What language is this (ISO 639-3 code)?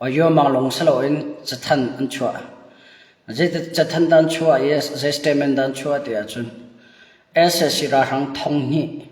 cnh